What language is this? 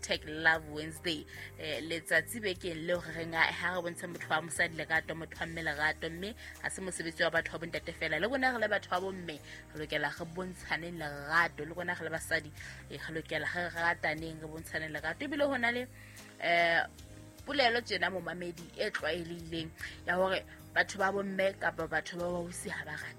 Southern Sotho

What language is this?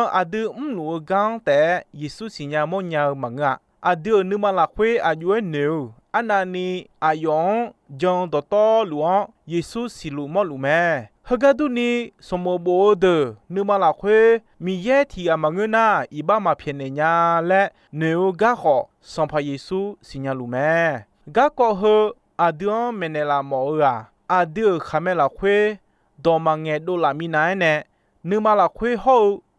Akha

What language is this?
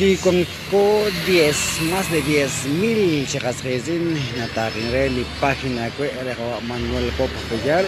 Kekchí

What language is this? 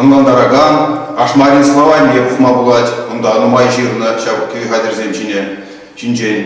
Chuvash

